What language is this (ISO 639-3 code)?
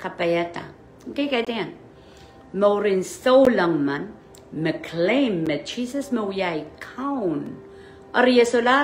pon